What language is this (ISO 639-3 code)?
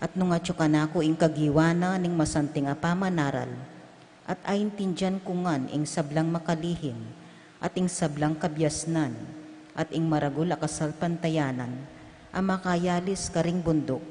pam